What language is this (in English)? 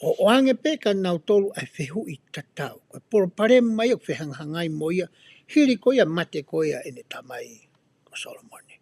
Tongan